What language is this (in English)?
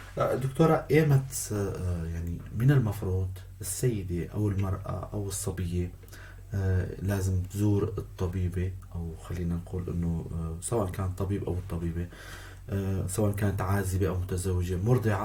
North Levantine Arabic